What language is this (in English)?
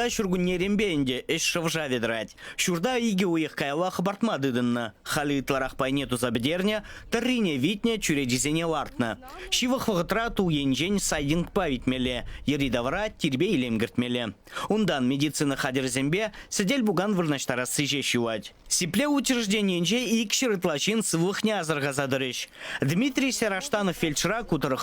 Chuvash